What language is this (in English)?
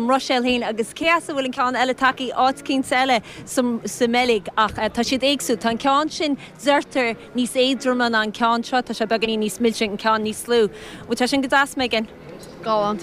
Irish